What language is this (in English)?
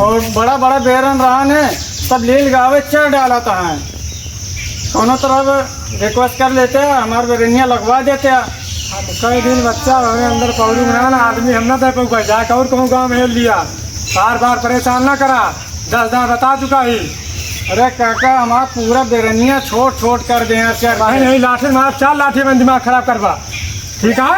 Awadhi